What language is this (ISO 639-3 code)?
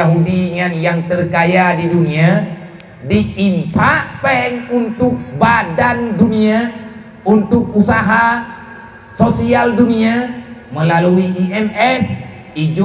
ace